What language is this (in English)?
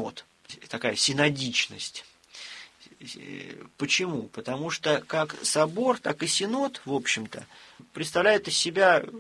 Russian